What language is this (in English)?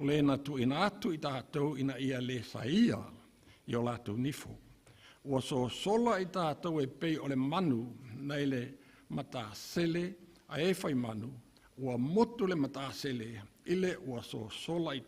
Samoan